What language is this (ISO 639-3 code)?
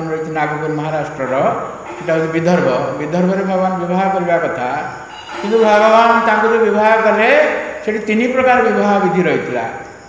ori